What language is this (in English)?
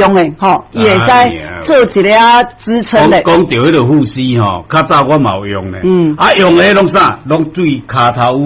Min Nan Chinese